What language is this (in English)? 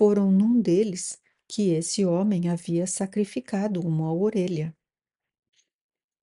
Portuguese